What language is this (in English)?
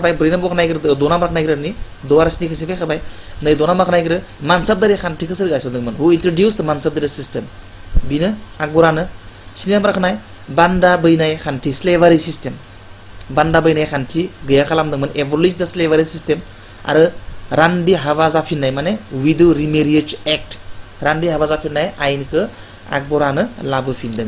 Bodo